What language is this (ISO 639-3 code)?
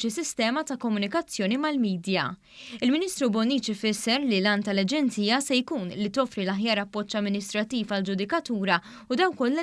mlt